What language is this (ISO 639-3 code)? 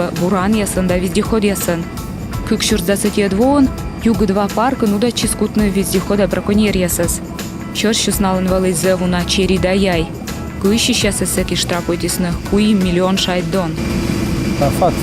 kom